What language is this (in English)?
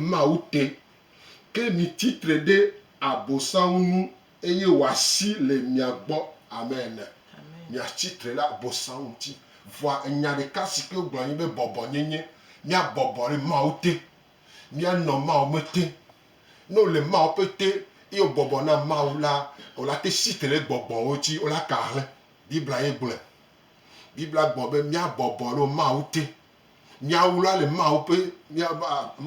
Gen